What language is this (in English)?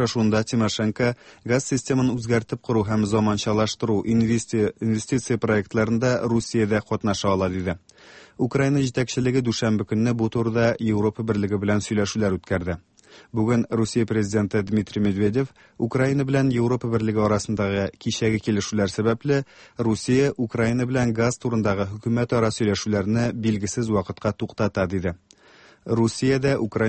Tatar